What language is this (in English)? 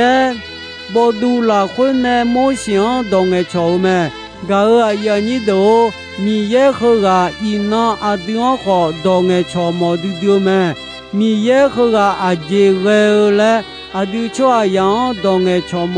Akha